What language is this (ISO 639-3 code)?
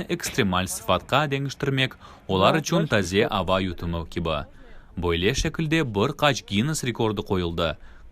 crh